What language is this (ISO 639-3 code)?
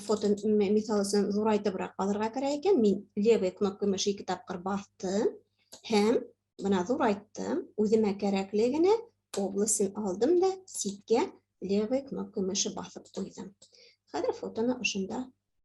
bak